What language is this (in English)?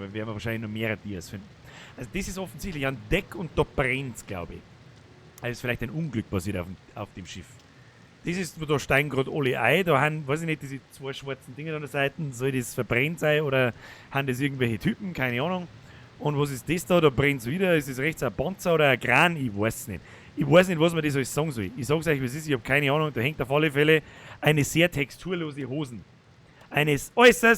Bavarian